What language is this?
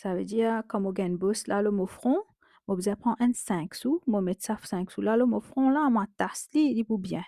Morisyen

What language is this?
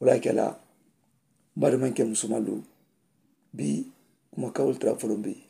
Mandingo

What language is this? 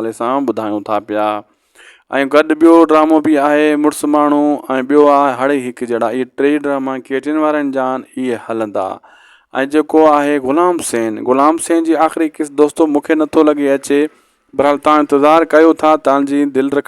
Sindhi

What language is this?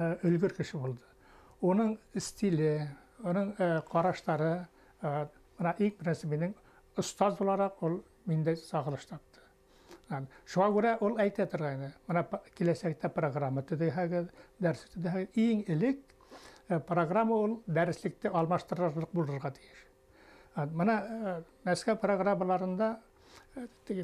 Bashkir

